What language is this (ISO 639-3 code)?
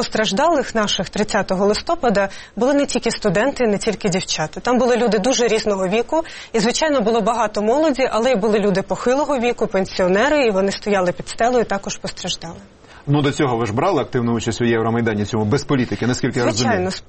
ukr